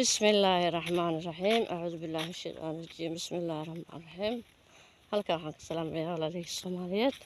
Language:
Somali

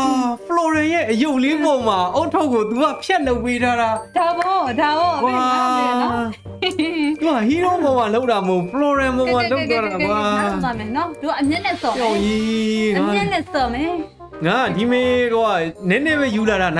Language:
Burmese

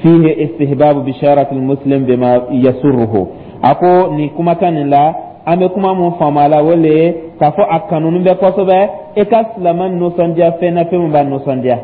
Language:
Dyula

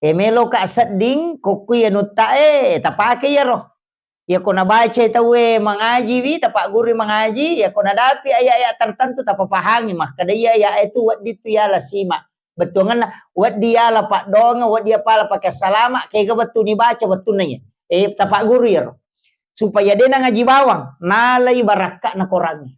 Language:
Buginese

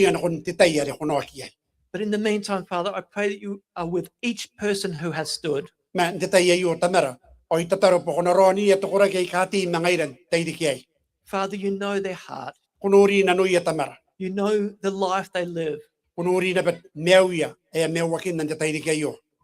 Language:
Gilbertese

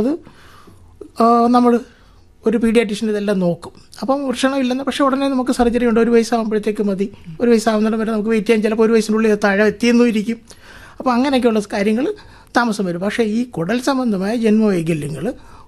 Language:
Malayalam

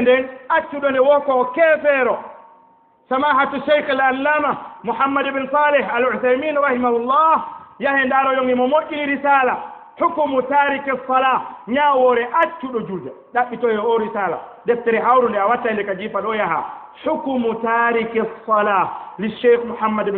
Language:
Fula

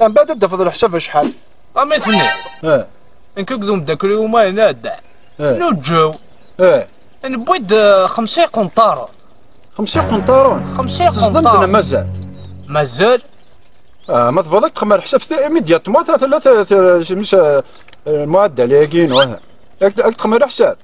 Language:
Kabyle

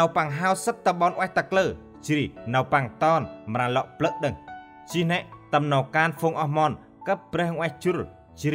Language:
Central Mnong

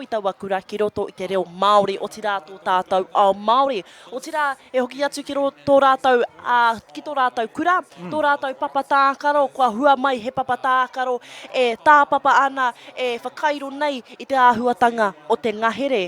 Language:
Māori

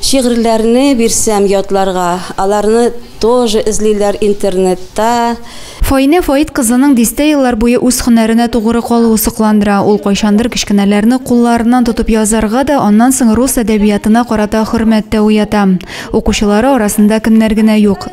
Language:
Tatar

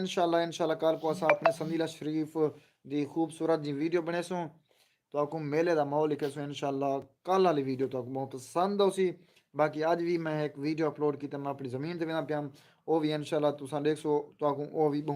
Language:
Saraiki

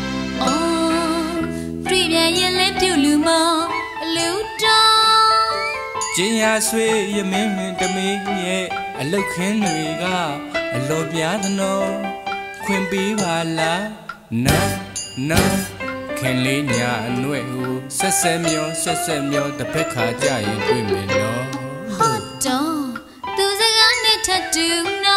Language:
Burmese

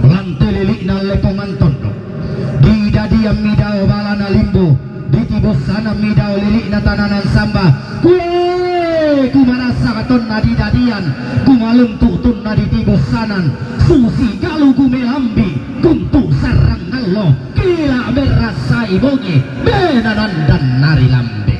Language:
Toraja-Sa'dan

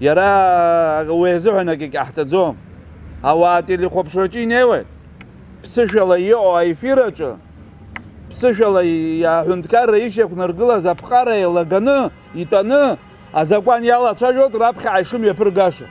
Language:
Abkhazian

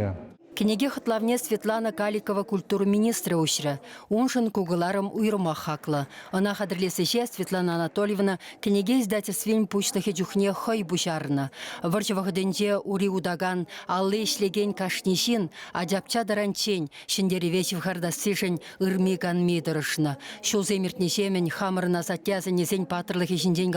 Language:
Chuvash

